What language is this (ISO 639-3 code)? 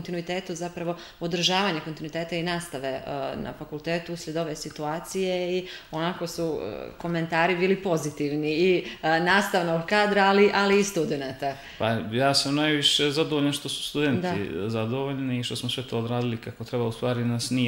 srp